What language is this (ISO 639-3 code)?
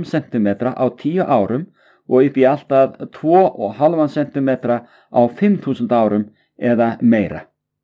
isl